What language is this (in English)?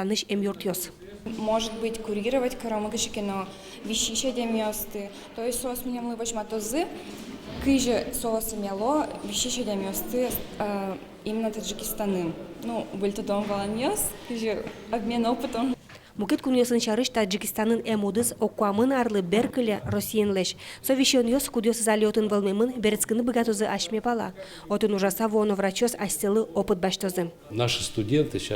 Udmurt